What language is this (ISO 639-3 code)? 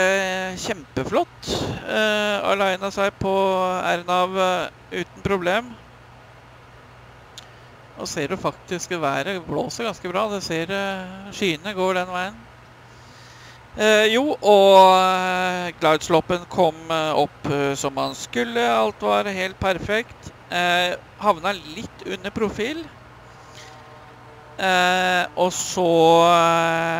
nor